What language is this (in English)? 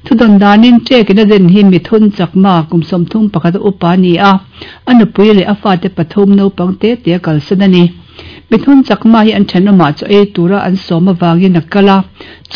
Mizo